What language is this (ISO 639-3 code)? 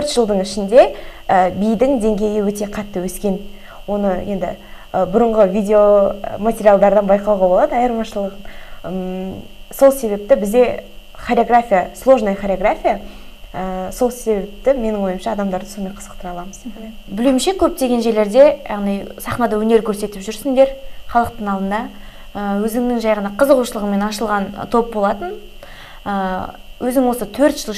kaz